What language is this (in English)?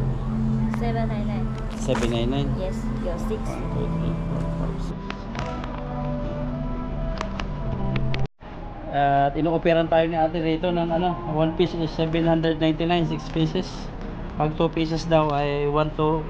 Filipino